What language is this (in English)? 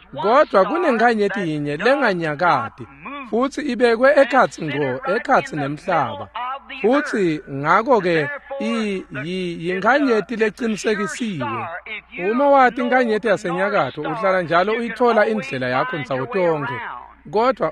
Swati